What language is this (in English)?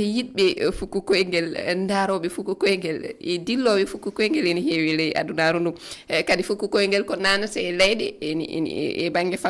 Fula